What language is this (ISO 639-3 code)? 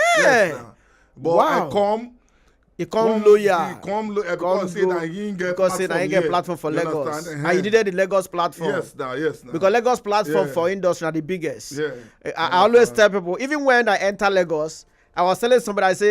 pcm